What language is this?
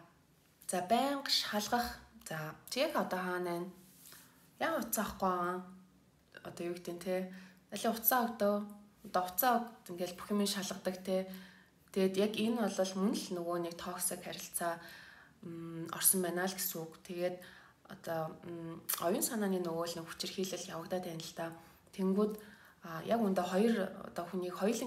Mongolian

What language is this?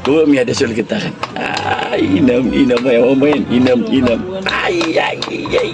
Maranao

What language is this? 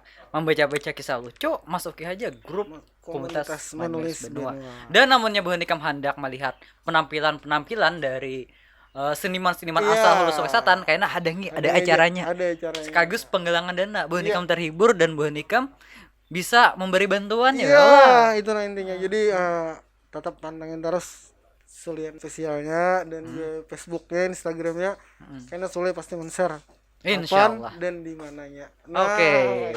Banjar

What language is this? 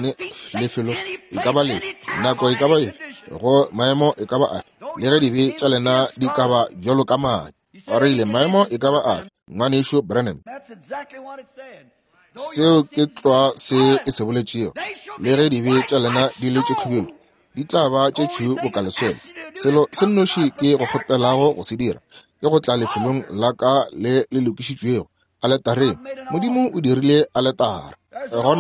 Northern Sotho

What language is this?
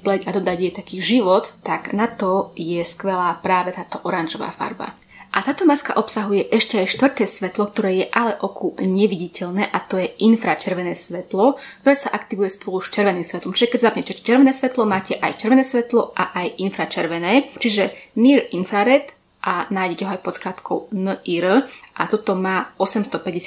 Slovak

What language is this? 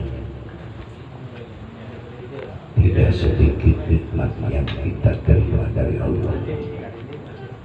Indonesian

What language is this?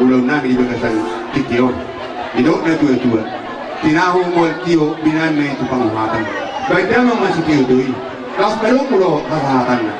Batak Toba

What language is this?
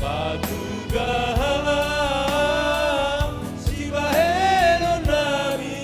Batak Simalungun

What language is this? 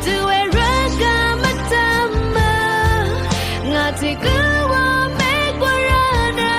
Rawang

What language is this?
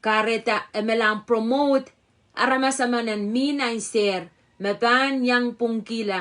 Pohnpeian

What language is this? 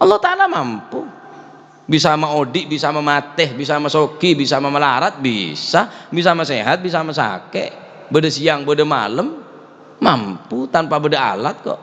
Madurese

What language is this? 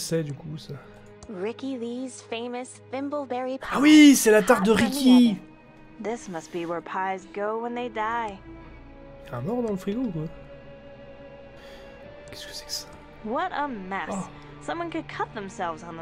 French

